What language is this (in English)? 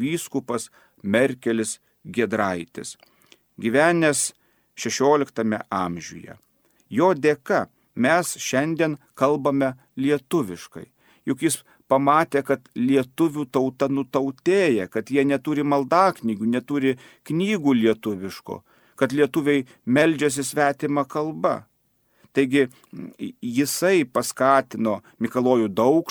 Lithuanian